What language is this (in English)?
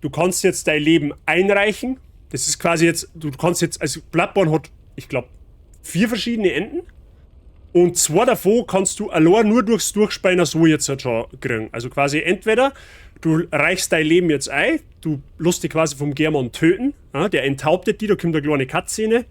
Bavarian